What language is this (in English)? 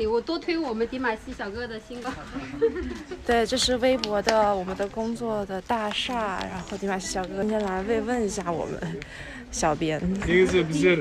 Chinese